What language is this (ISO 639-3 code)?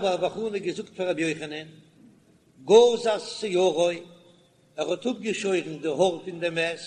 yid